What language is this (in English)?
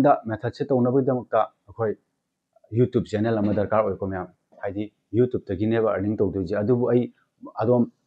Manipuri